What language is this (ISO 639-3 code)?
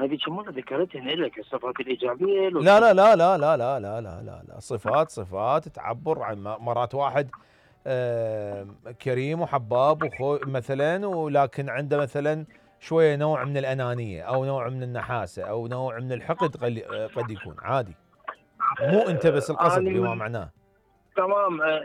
acm